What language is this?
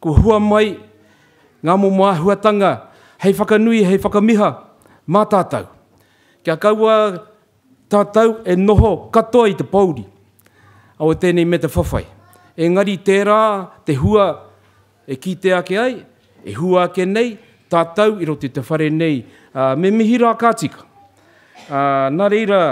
Māori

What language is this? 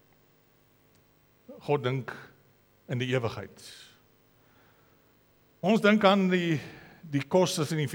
Afrikaans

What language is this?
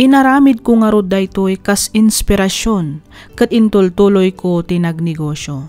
Iloko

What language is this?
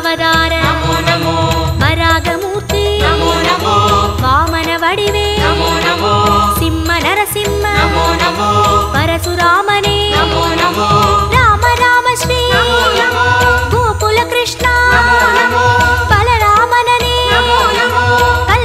Tamil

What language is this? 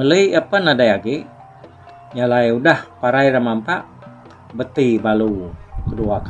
Iban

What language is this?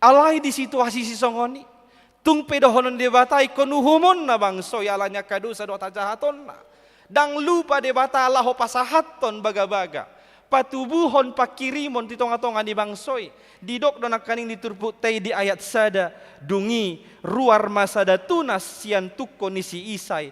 Batak Toba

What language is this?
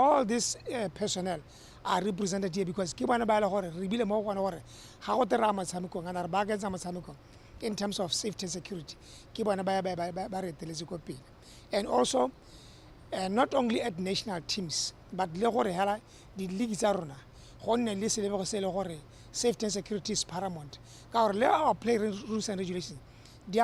Tswana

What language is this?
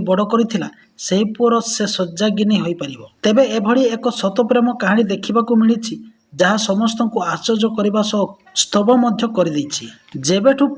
Odia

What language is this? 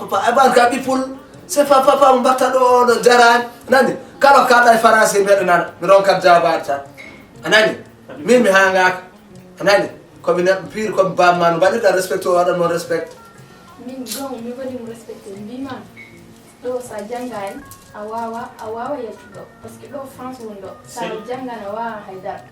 Fula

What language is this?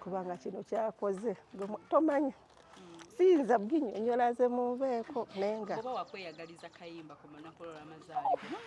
Ganda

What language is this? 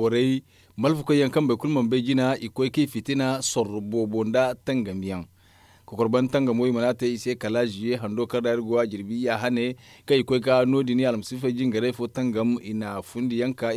Zarma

